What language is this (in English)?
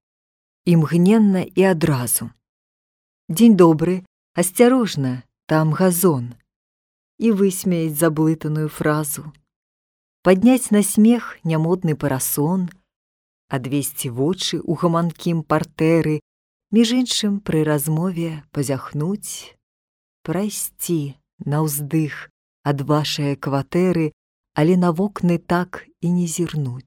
Belarusian